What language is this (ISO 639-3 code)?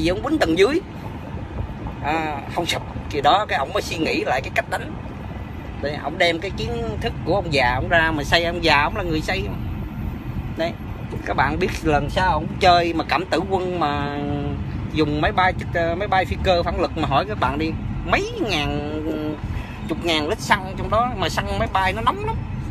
vie